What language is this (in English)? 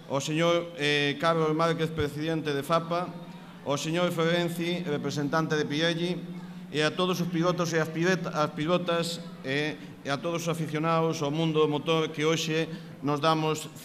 Galician